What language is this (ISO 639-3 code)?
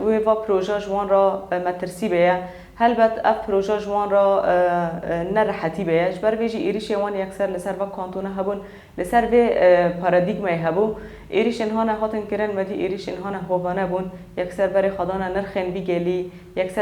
kur